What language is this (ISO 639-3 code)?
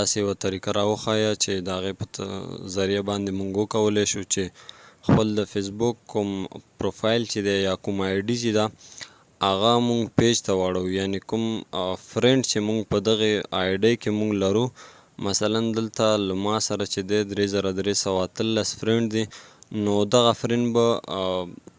pus